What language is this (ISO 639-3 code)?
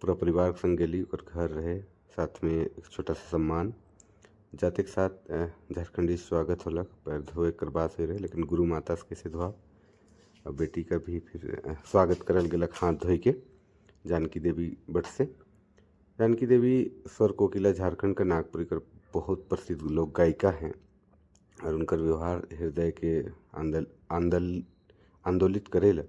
sck